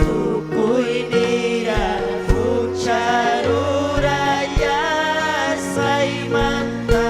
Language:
Ayacucho Quechua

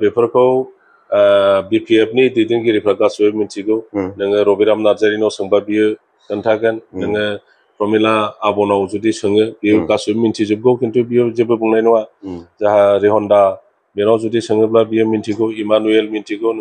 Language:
Bodo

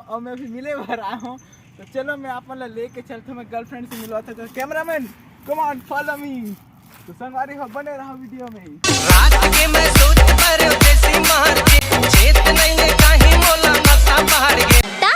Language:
Chhattisgarhi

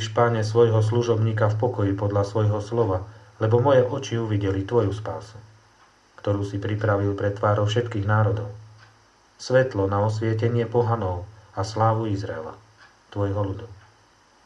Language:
Slovak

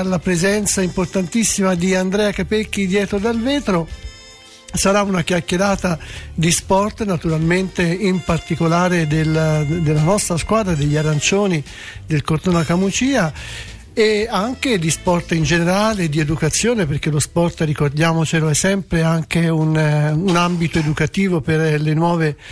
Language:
Italian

